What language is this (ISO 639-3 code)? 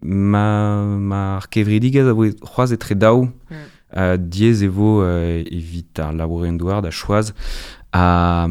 bre